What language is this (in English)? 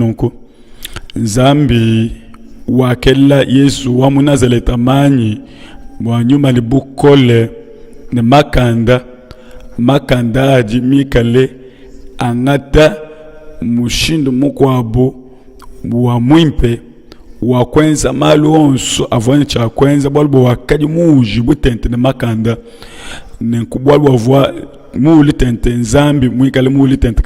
Luba-Lulua